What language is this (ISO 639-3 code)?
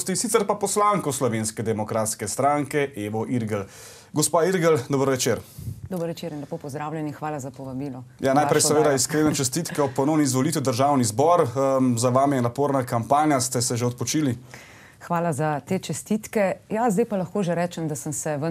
slv